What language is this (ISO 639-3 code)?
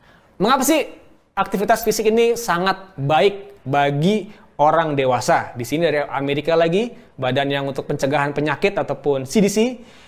ind